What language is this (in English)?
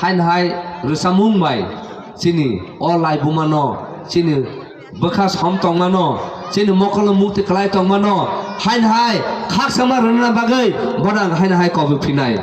Kok Borok